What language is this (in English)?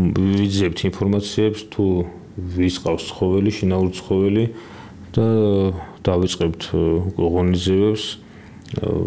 Georgian